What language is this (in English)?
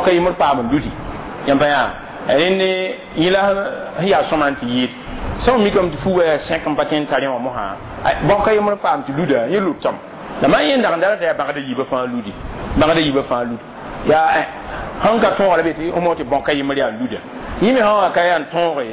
Mossi